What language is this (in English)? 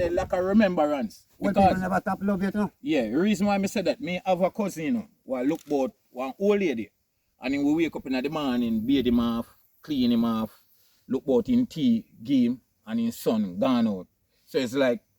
Jamaican Creole English